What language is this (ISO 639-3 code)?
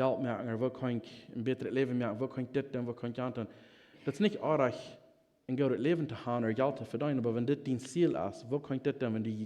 pdt